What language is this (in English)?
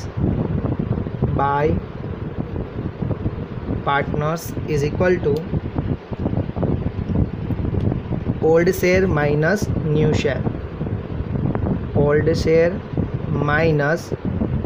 Gujarati